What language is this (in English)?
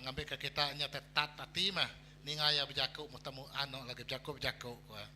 Iban